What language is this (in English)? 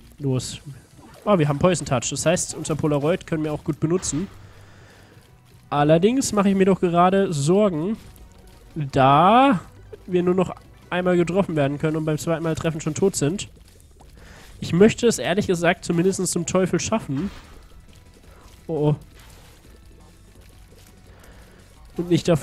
German